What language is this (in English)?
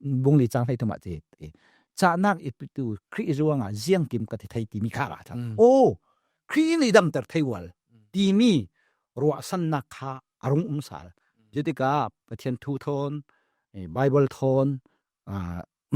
Falam Chin